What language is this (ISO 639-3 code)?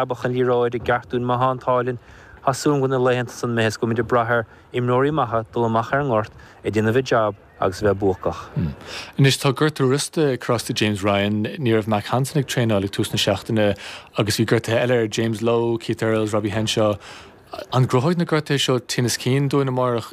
gle